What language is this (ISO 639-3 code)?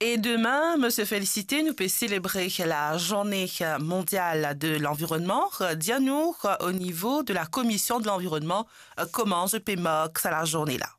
mfe